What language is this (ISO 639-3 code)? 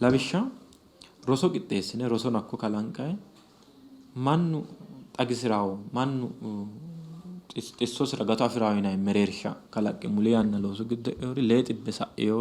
sid